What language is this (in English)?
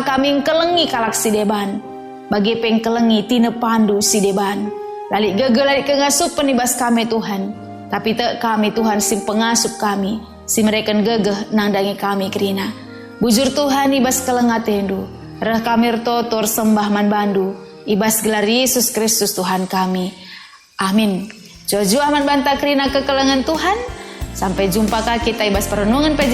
Batak Karo